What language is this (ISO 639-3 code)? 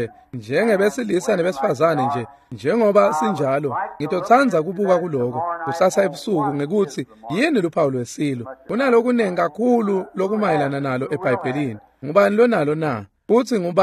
ssw